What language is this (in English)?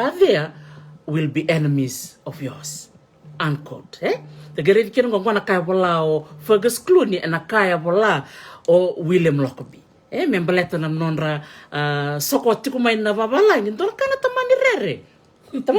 Fijian